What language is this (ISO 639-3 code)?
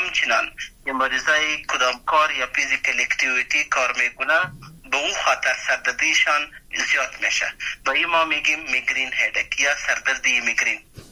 fas